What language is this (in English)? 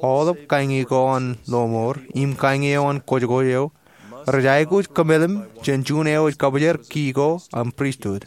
Marshallese